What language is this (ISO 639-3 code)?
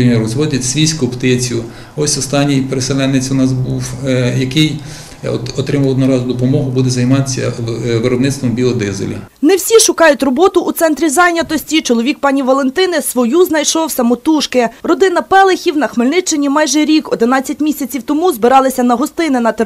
ukr